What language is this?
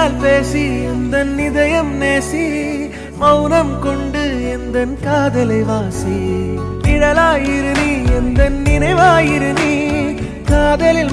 Tamil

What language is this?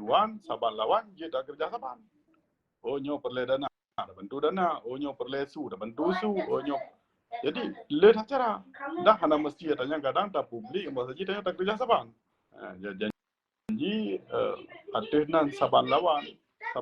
Achinese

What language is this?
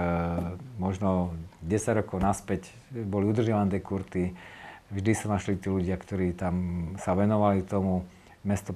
Slovak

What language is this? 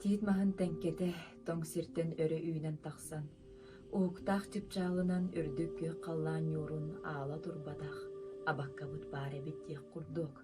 Yakut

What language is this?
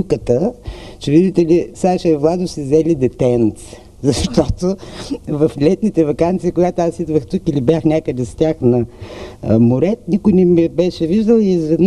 Bulgarian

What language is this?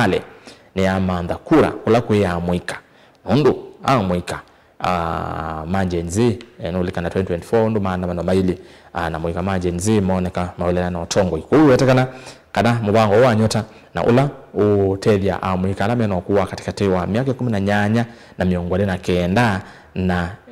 Kamba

